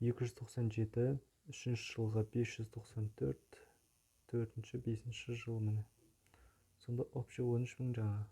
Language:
Kazakh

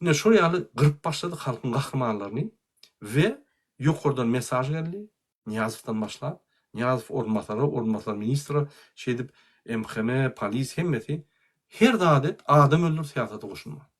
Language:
Turkmen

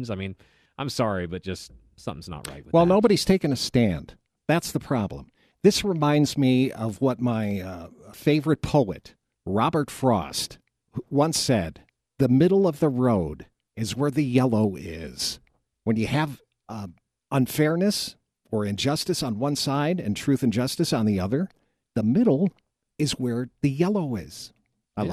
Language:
English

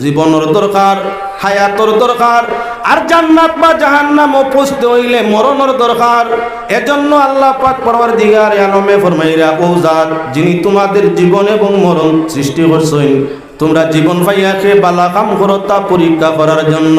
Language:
Sylheti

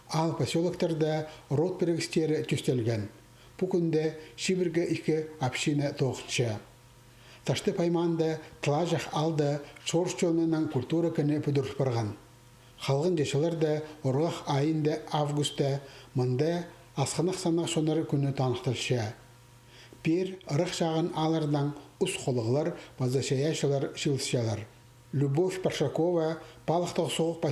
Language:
Khakas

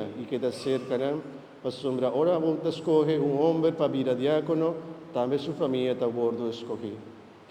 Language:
Papiamento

